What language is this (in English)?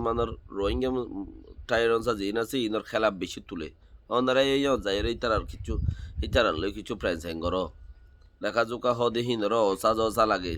Rohingya